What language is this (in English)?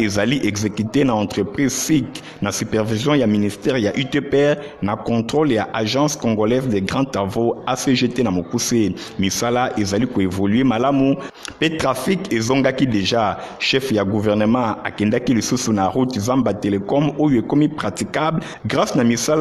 Lingala